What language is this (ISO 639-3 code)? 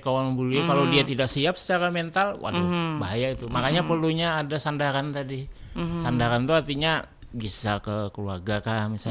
bjn